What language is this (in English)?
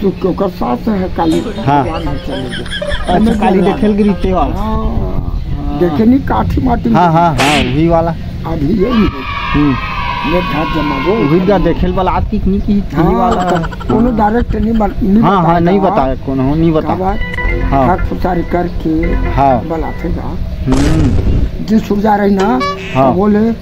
Chhattisgarhi